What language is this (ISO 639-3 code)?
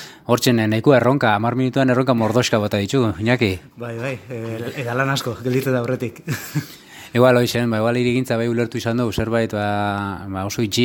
eus